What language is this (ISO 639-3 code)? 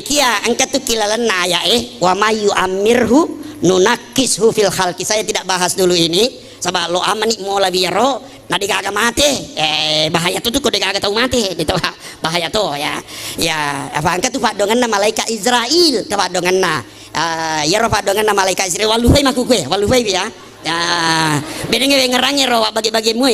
bug